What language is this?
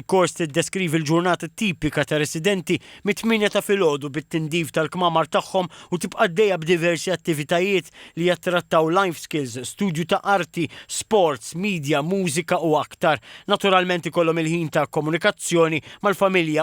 Maltese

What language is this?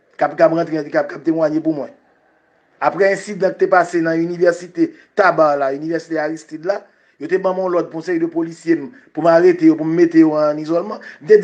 Haitian Creole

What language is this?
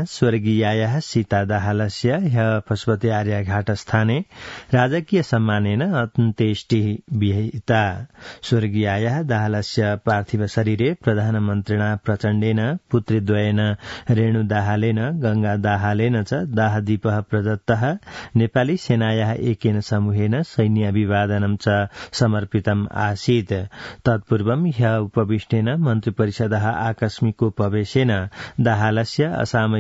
Sanskrit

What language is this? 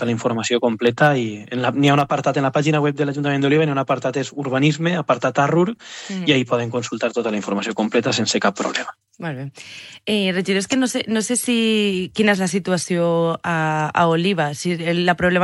Catalan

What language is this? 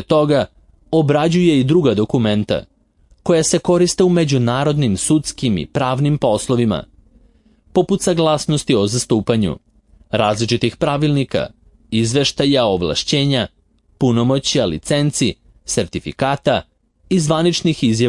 Serbian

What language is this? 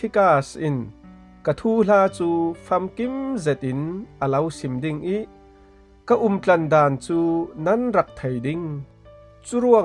Falam Chin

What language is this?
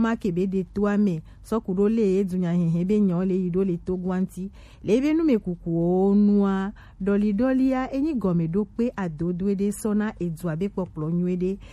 Gen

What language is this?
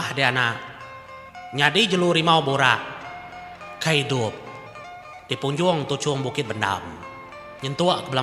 Iban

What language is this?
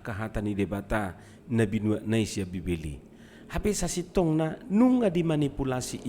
Batak Toba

